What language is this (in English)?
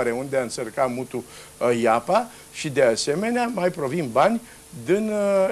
Romanian